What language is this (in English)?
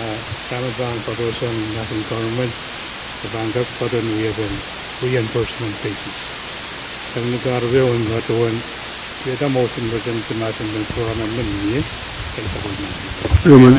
Pohnpeian